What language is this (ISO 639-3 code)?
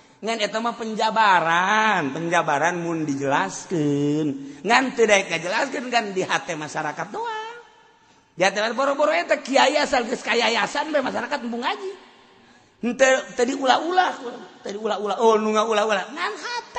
sun